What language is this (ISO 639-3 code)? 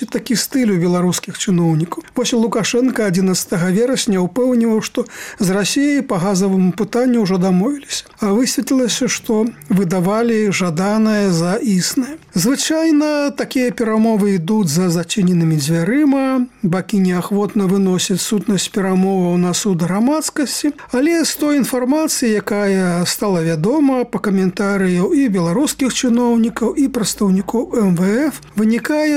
bel